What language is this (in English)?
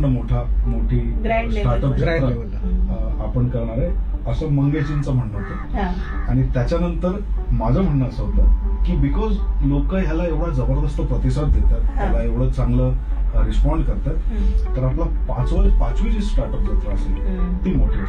Marathi